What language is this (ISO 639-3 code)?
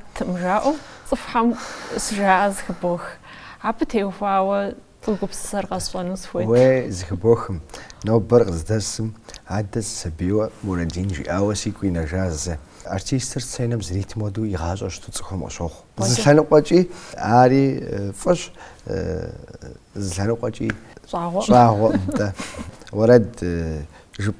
kbd